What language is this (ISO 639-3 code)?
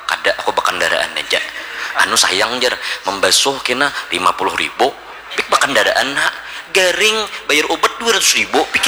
bjn